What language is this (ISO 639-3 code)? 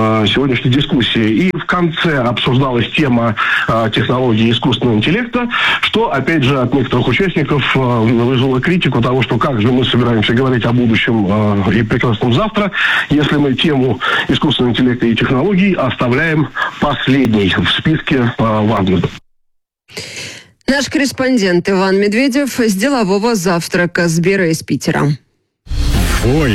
rus